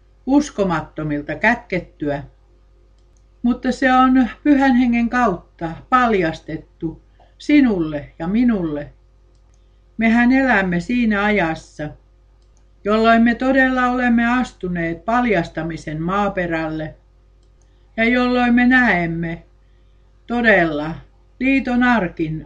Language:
Finnish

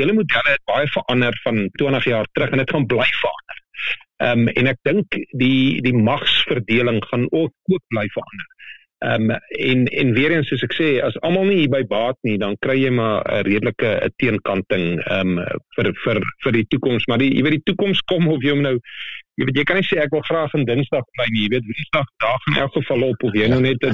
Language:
Afrikaans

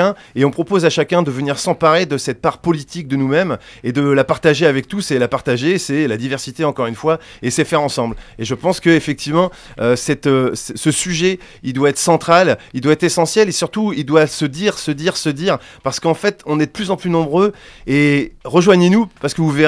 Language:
French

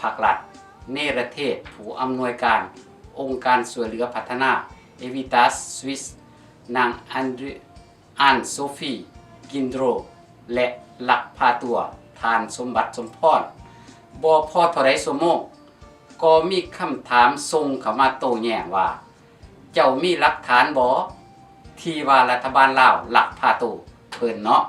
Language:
Lao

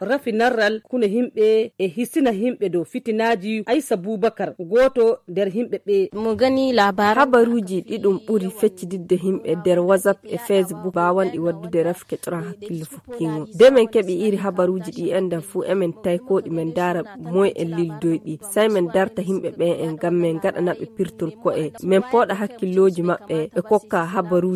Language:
Nigerian Fulfulde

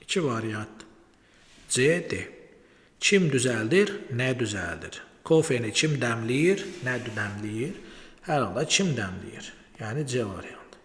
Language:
Azerbaijani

